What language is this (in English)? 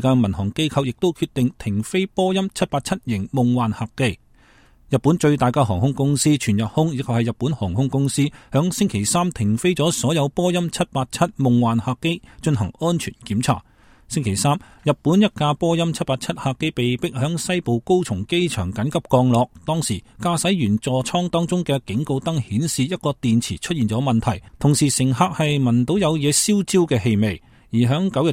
Cantonese